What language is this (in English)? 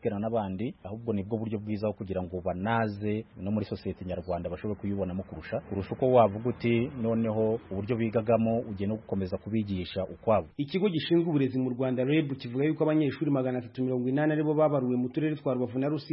Kinyarwanda